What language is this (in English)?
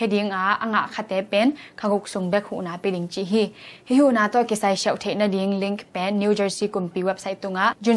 Tedim Chin